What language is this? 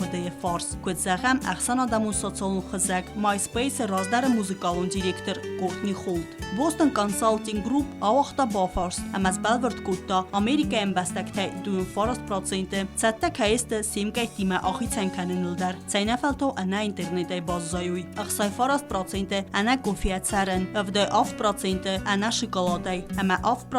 Ossetic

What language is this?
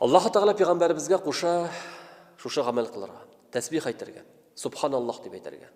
Tatar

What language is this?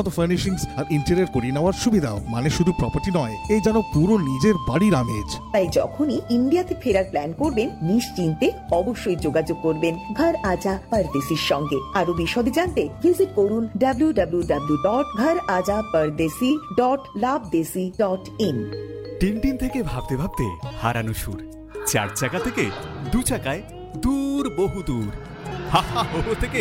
Bangla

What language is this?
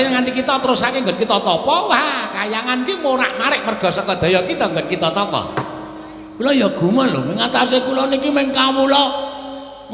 Javanese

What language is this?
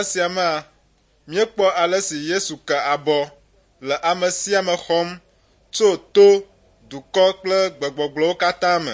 Ewe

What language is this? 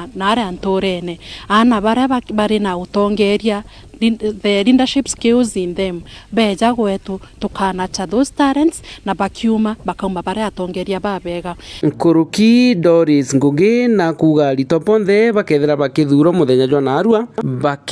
Meru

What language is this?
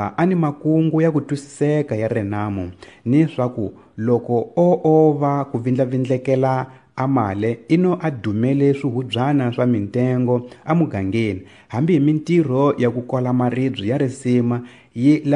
Tsonga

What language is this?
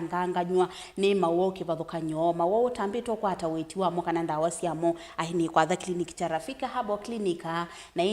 Kamba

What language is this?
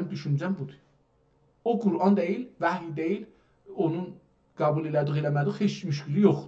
South Azerbaijani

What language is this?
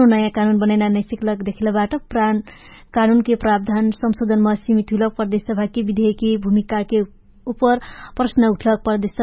Dangaura Tharu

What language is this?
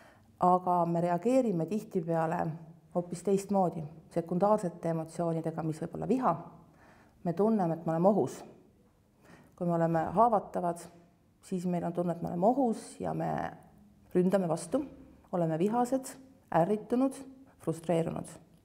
Estonian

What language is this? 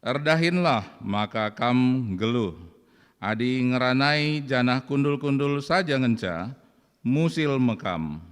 Batak Karo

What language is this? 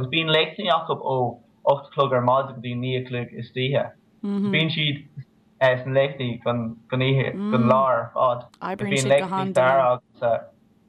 Irish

